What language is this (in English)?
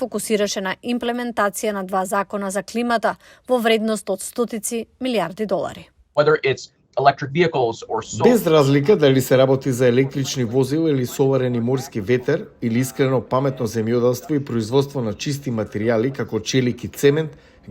Macedonian